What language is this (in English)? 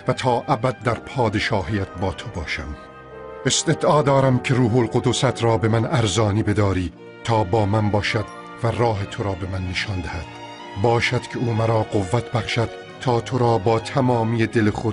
Persian